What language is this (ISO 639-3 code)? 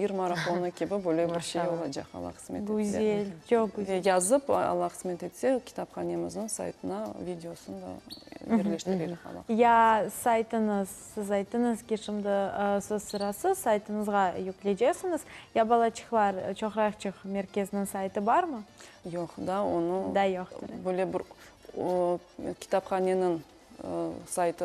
crh